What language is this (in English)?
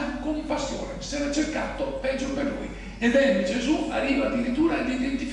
Italian